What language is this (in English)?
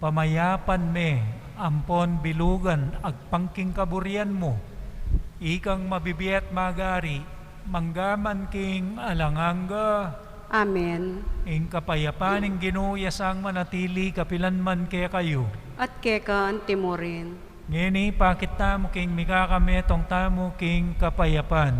Pampanga